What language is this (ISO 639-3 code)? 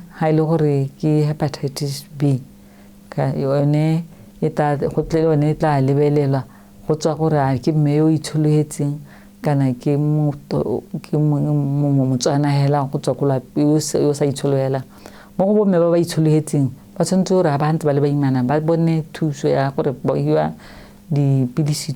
tsn